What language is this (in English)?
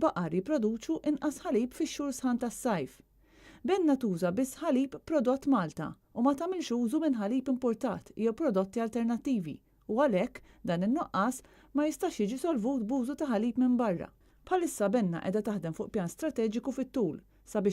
Maltese